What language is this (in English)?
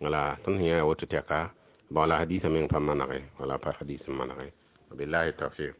Mossi